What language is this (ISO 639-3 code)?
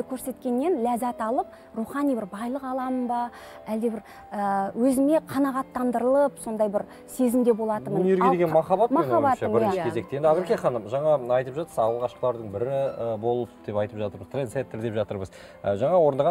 kaz